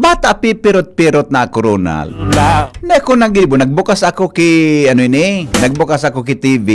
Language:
Bikol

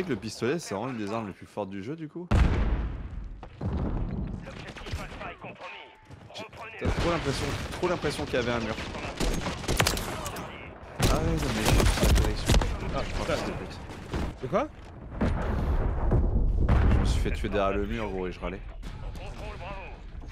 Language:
French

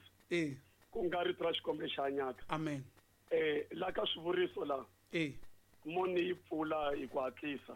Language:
Tsonga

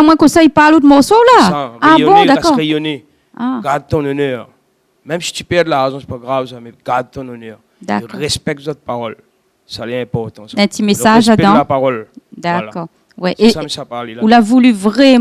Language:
Réunion Creole French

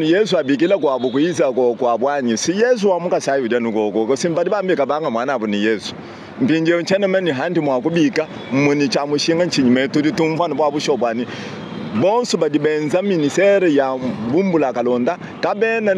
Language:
Luba-Lulua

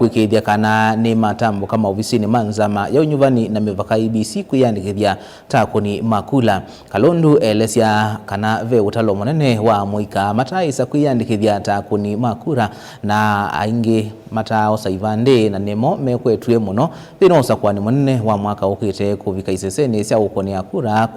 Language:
Kamba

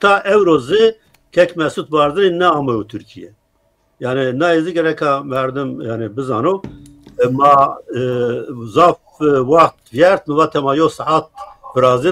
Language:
Zaza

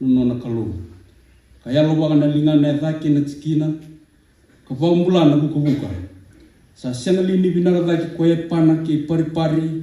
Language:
Fijian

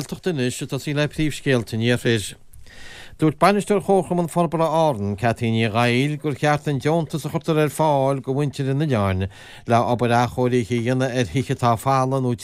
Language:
Irish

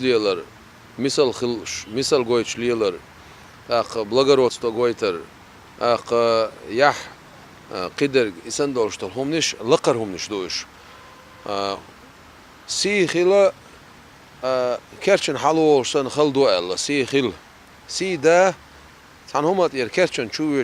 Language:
Chechen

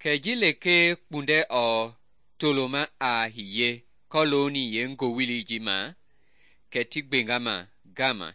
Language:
Mende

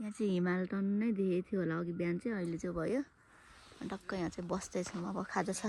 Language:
Nepali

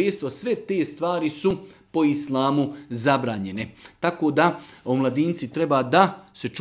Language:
Serbian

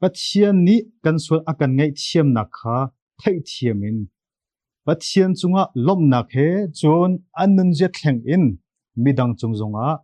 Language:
Hakha Chin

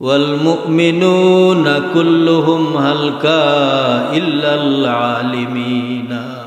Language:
Sylheti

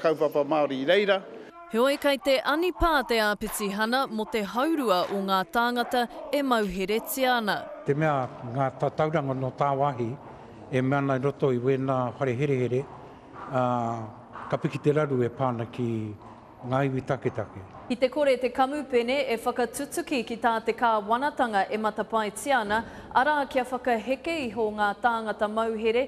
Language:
Māori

